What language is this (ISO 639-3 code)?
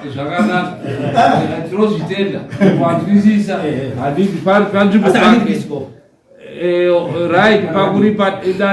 sna